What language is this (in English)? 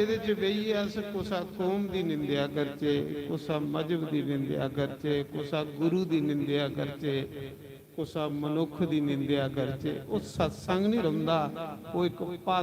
Dogri